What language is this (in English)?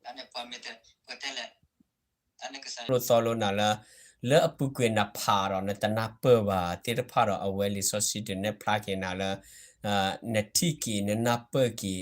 S'gaw Karen